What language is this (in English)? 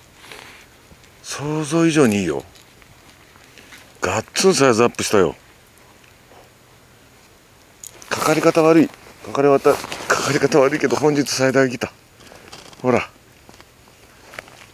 Japanese